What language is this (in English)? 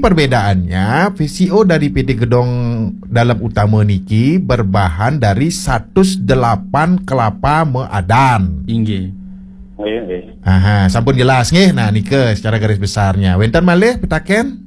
Balinese